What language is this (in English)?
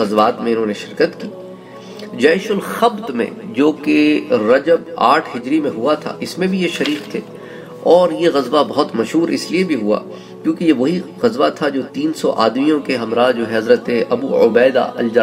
Urdu